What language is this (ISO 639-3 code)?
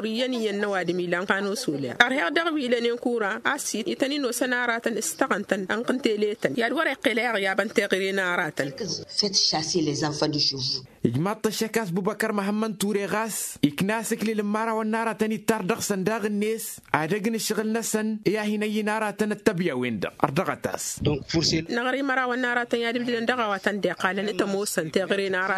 taq